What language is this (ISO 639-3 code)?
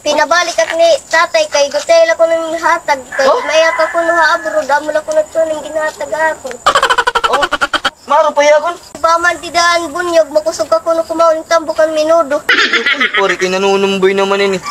war